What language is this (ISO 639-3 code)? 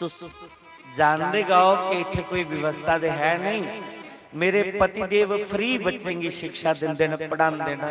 doi